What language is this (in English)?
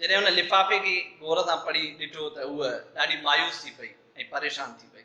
Sindhi